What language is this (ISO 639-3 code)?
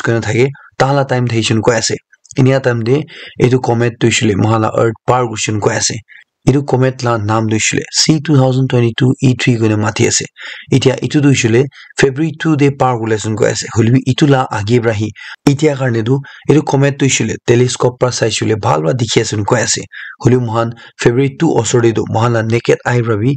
nag